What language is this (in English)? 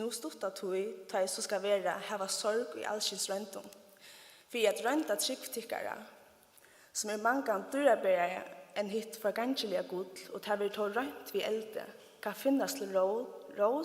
Faroese